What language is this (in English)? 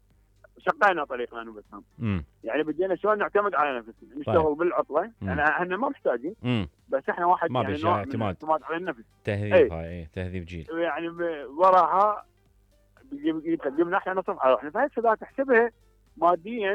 Mesopotamian Arabic